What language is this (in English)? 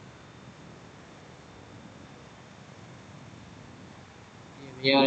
Burmese